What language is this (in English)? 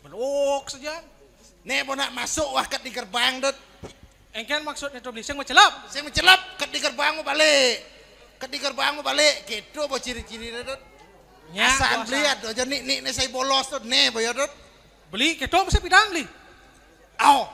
Balinese